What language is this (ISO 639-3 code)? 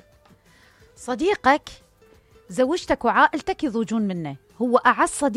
acm